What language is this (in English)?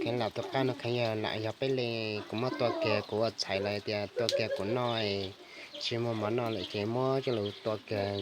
Hmong